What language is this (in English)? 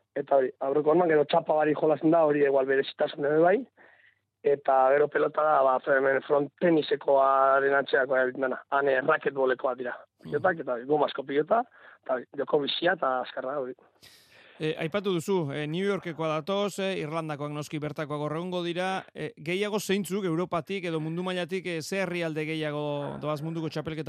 Basque